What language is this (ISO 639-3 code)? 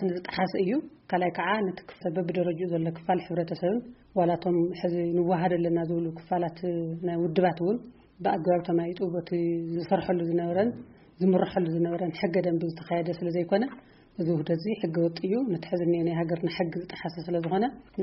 tir